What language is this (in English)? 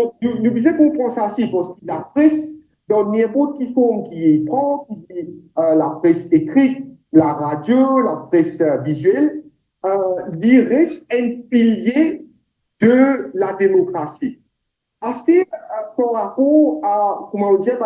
Morisyen